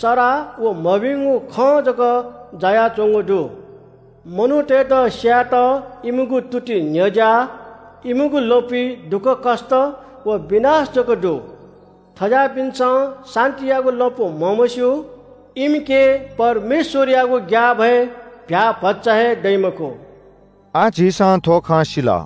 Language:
Newari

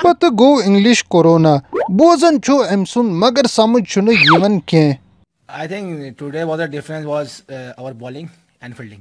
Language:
Kashmiri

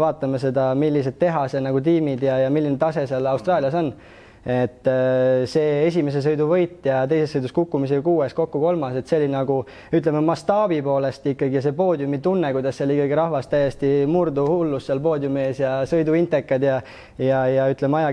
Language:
Estonian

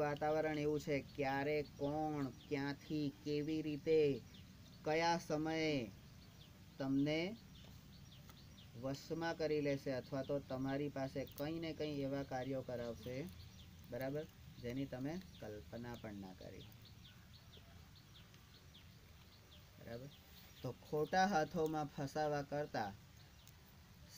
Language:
Gujarati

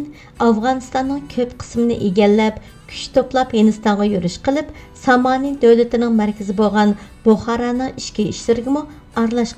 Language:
Uyghur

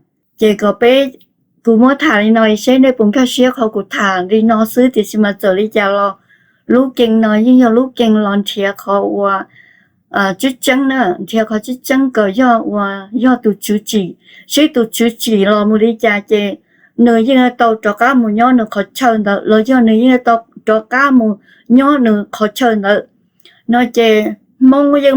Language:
Hmong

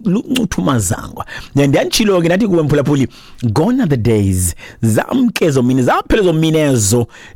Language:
Xhosa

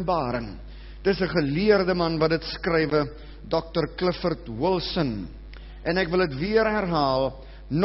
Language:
Afrikaans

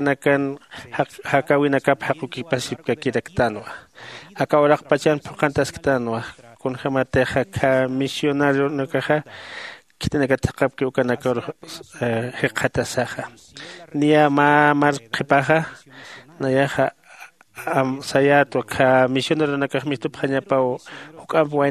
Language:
Aymara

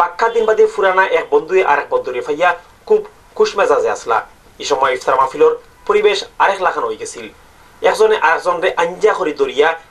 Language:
Sylheti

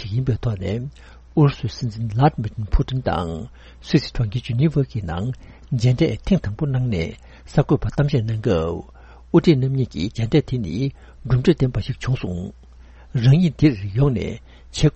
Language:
Tibetan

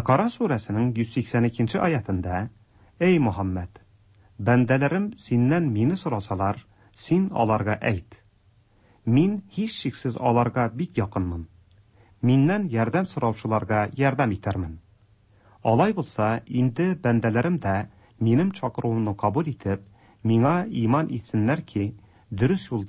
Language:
Tatar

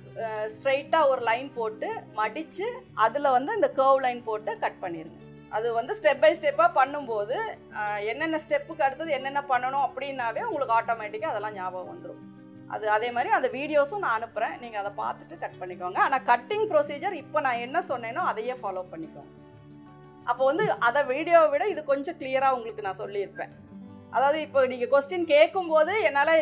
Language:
Tamil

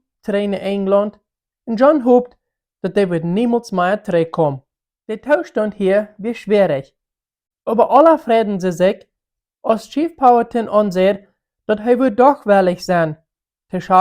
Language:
Plautdietsch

